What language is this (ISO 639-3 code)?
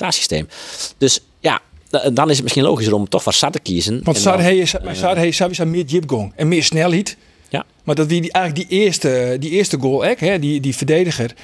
fry